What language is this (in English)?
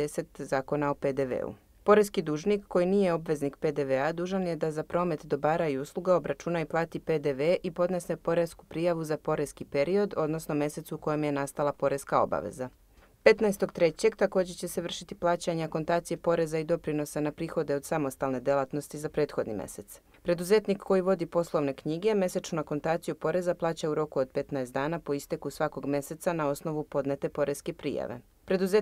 Serbian